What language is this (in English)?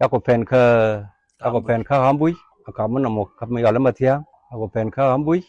Nuer